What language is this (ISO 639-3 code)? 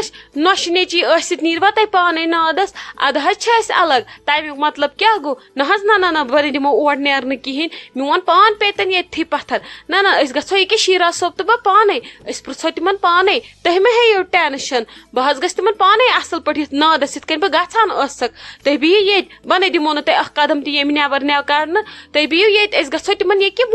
kas